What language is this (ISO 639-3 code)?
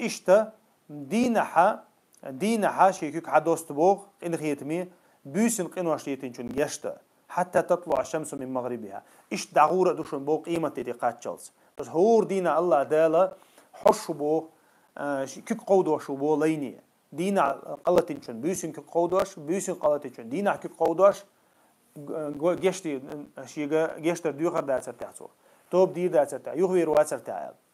che